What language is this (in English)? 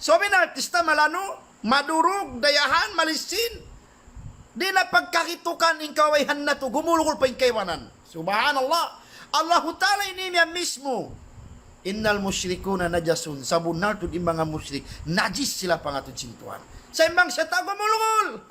Tausug